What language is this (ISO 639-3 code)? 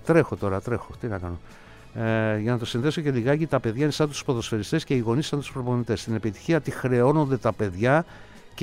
ell